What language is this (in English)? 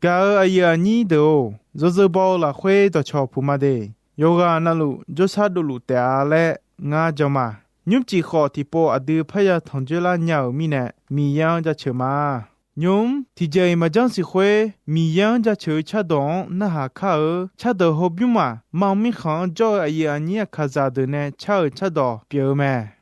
Akha